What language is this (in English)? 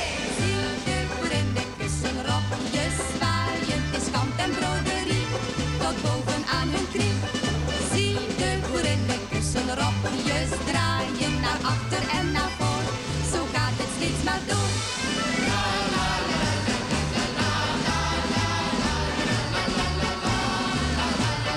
Dutch